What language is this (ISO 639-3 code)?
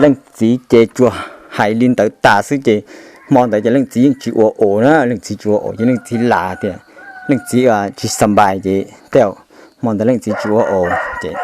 hmn